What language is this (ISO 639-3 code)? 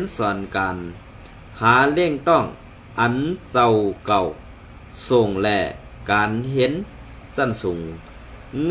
shn